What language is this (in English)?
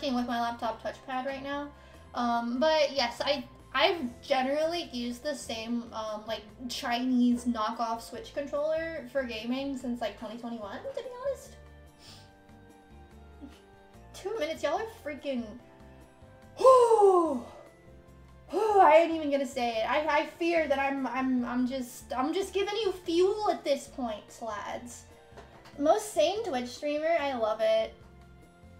English